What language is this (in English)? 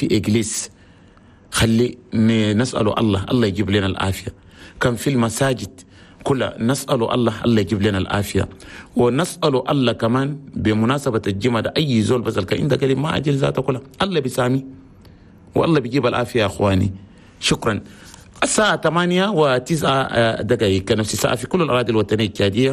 Chadian Arabic